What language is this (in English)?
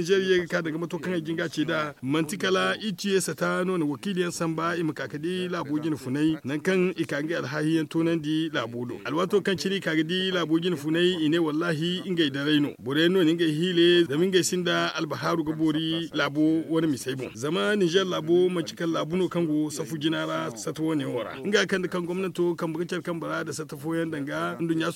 Zarma